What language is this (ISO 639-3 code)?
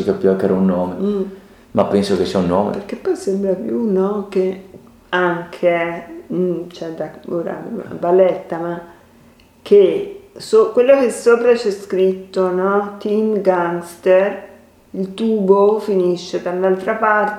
ita